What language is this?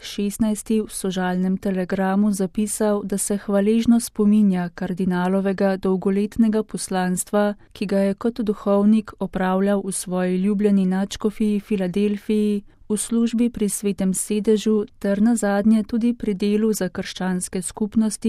Slovenian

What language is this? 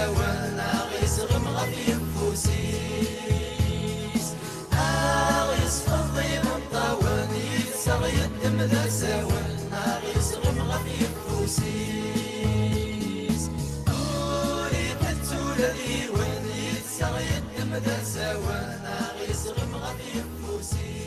Kabyle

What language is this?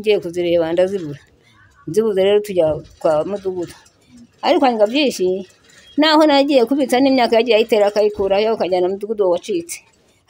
Kinyarwanda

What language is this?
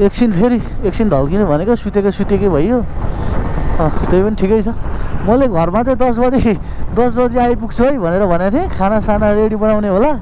Nepali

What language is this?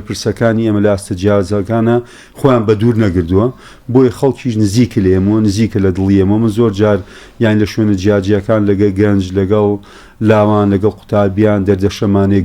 Central Kurdish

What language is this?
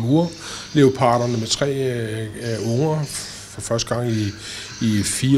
Danish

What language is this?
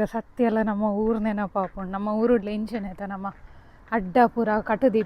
Tulu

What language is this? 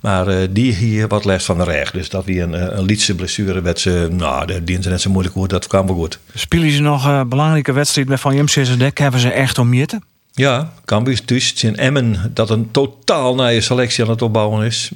Western Frisian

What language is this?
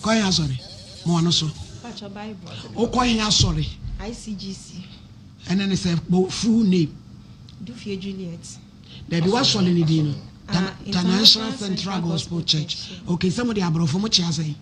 Akan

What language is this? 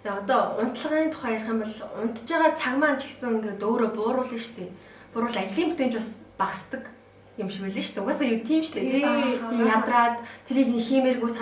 Mongolian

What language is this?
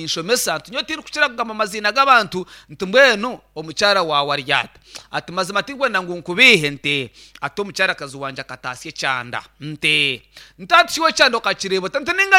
Nyankole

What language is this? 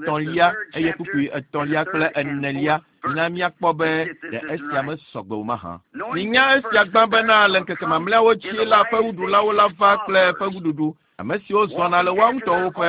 Ewe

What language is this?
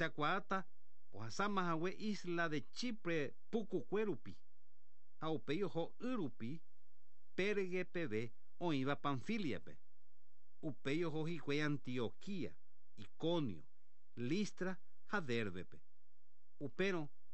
Guarani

